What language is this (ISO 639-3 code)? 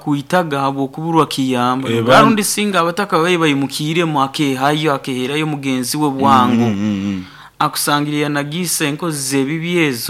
nyn